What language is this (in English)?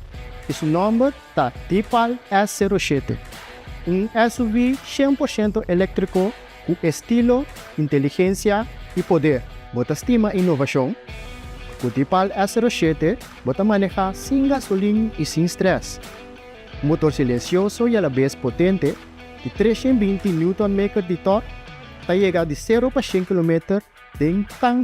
Papiamento